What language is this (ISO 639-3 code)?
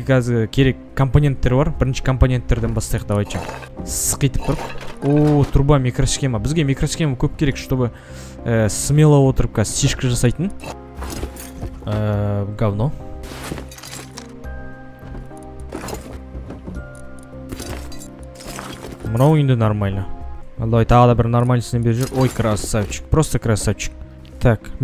kaz